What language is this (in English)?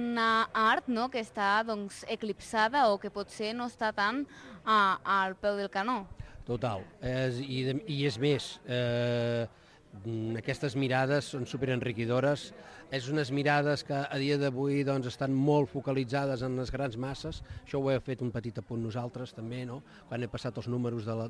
Catalan